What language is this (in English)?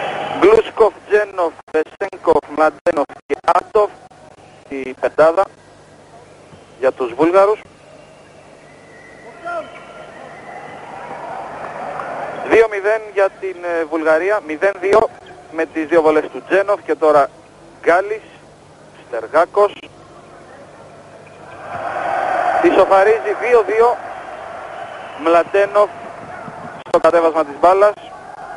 Greek